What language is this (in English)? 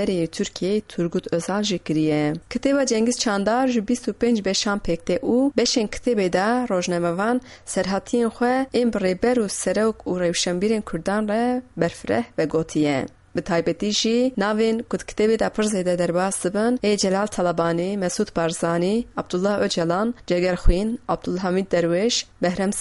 Kurdish